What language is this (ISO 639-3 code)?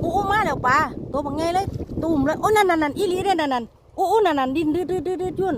lao